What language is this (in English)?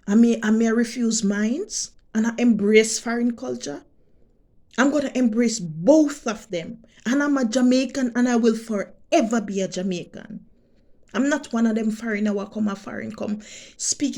Jamaican Creole English